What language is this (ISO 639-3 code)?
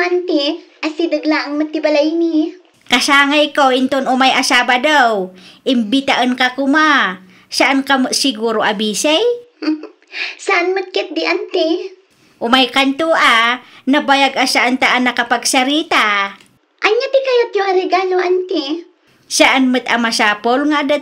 ilo